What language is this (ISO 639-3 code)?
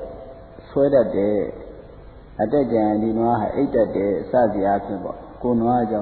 mya